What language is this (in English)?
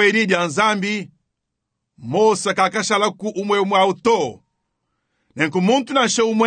Luba-Lulua